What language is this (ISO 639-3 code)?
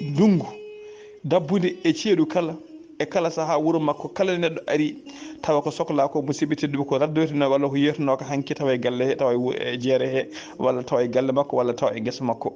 ful